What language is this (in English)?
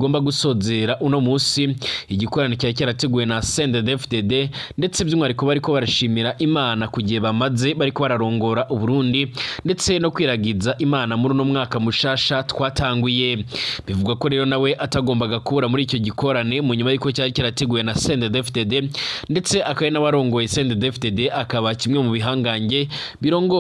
Rundi